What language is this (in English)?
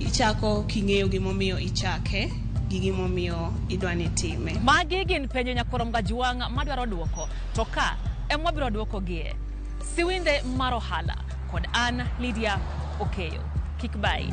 Luo (Kenya and Tanzania)